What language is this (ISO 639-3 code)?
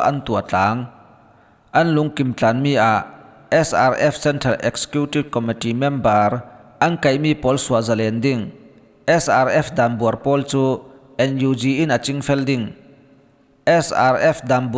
cfm